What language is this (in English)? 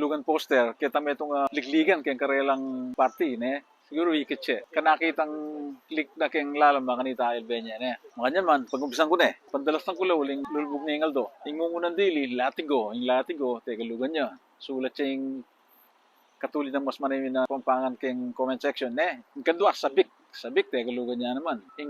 Pampanga